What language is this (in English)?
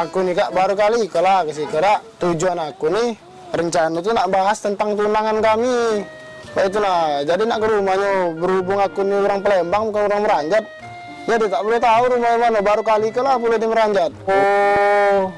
Musi